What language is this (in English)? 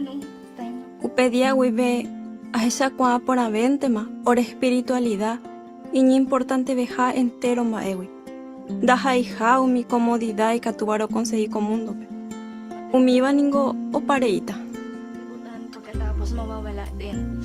Guarani